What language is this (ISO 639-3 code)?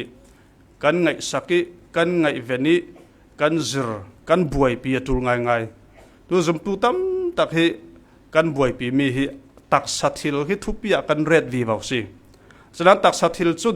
cfm